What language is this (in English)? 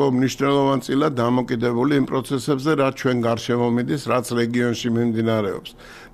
Georgian